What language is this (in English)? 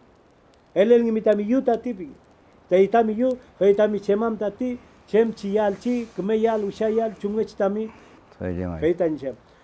Mapuche